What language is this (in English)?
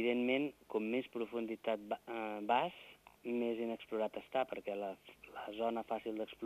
Catalan